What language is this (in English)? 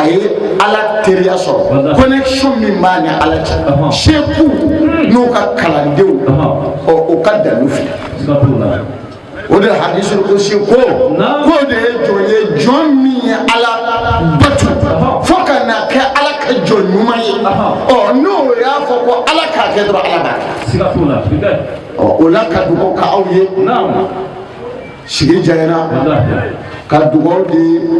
Bambara